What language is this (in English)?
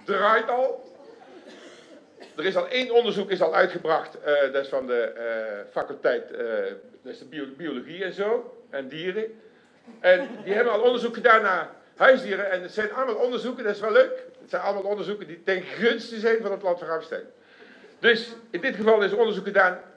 Dutch